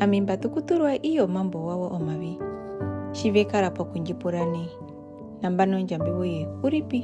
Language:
Herero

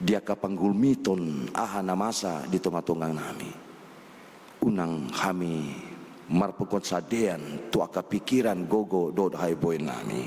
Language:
Batak Toba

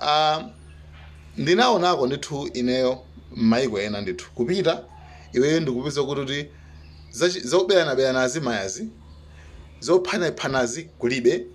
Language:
Nyanja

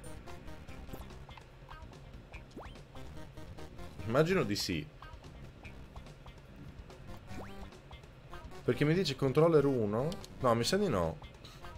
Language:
Italian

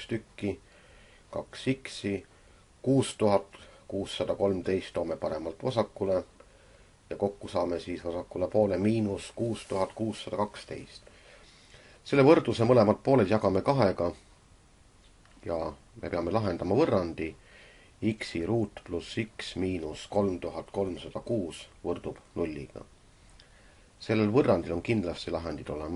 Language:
Estonian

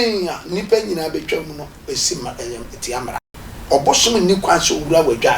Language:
Akan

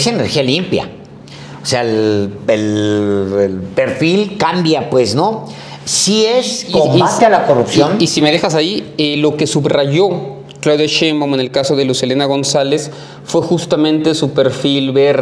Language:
Spanish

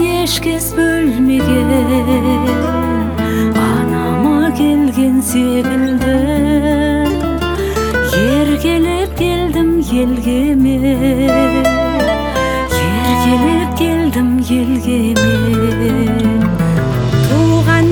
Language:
Kazakh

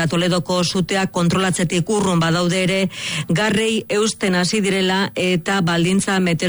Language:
Basque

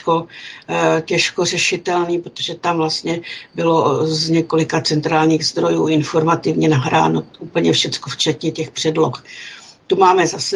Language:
Czech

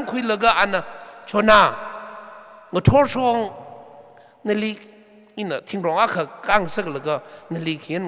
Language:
Tangkhul Naga (India)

